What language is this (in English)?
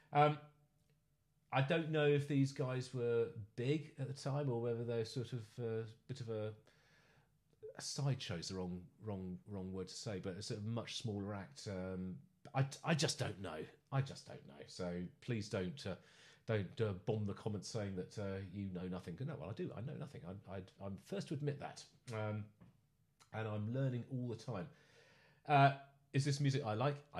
English